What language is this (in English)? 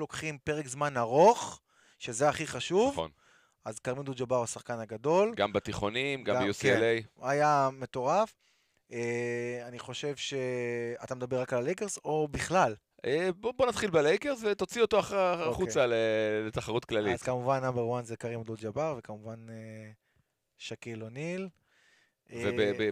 Hebrew